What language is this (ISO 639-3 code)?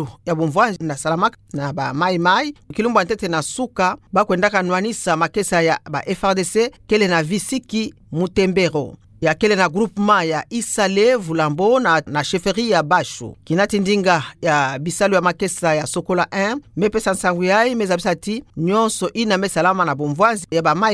ktu